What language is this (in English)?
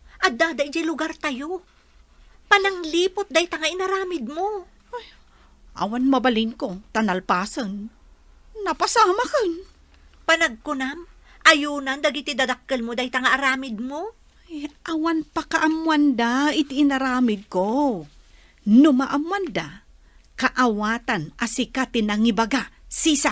Iloko